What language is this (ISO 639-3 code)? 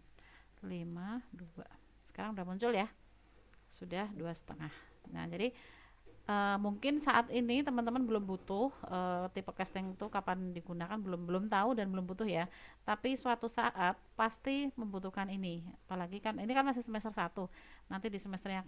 ind